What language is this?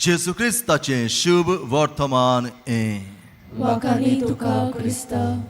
Konkani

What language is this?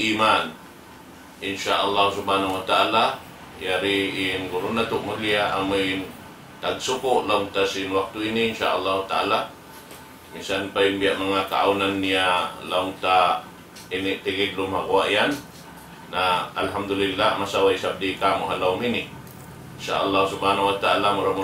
Tausug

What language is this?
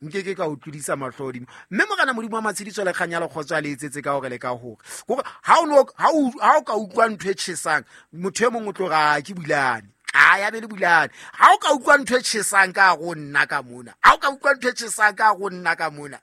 Southern Sotho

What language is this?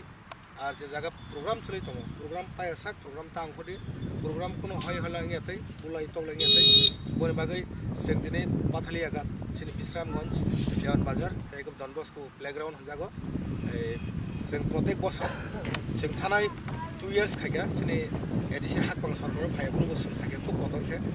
Kok Borok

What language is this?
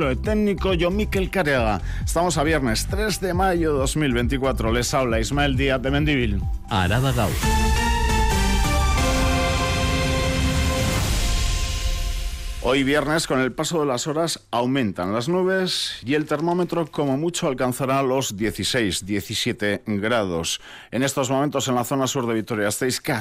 Spanish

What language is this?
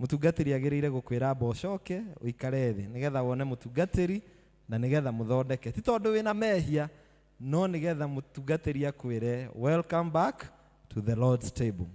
Kikuyu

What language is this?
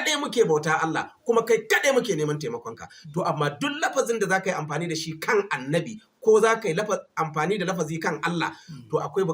Hausa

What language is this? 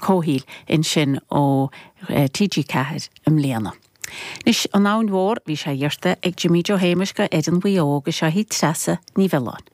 Irish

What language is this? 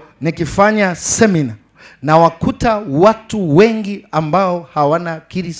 Swahili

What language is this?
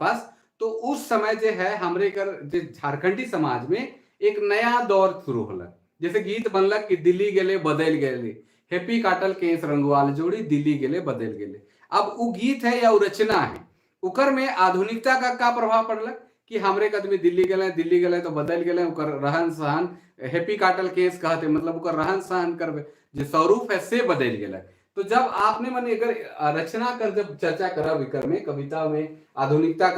Sadri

